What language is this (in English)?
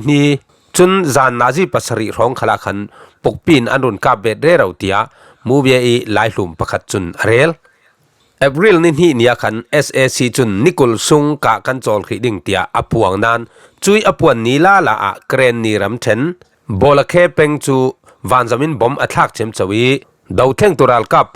Falam Chin